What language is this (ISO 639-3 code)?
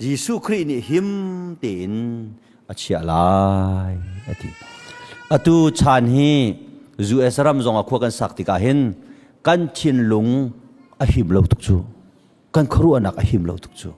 cnh